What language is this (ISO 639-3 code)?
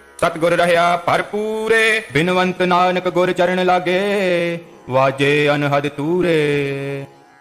pan